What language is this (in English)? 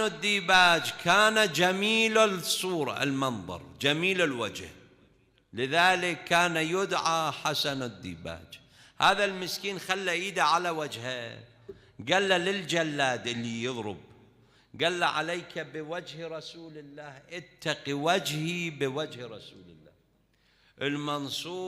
Mesopotamian Arabic